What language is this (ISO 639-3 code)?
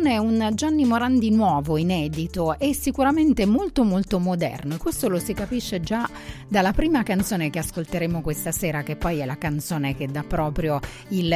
ita